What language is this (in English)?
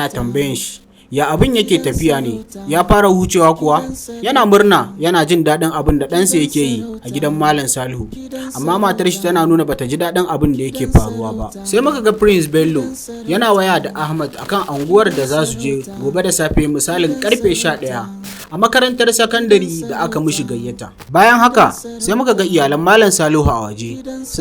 Hausa